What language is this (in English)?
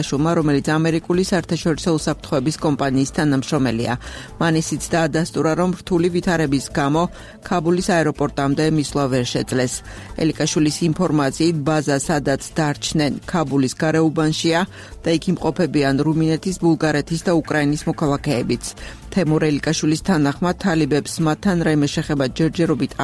Georgian